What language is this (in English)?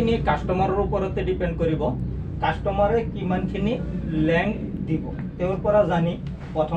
Assamese